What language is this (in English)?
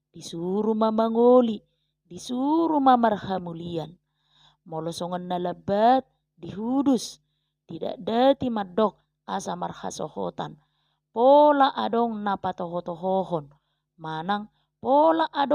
Batak Toba